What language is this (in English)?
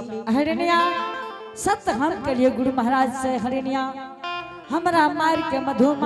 Angika